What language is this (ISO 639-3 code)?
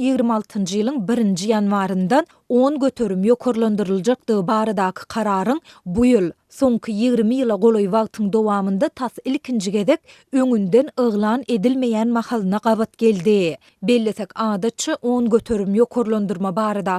tuk